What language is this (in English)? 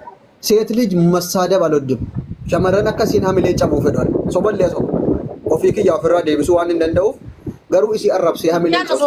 Oromo